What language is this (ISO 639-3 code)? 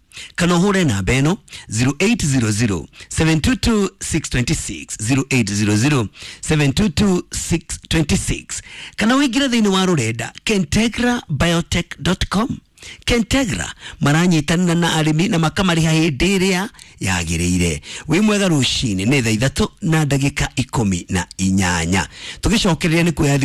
kik